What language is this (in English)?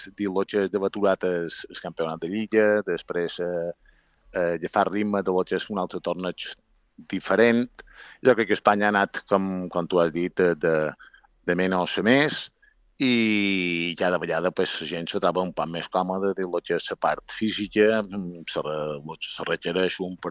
Catalan